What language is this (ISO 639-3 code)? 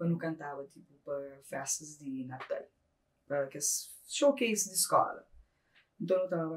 kea